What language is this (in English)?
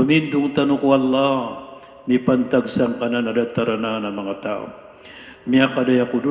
Maranao